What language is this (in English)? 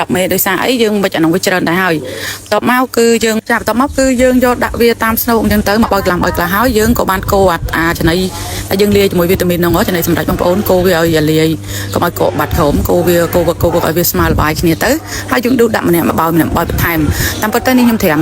Khmer